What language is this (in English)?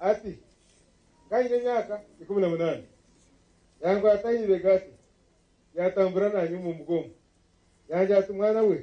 Nyankole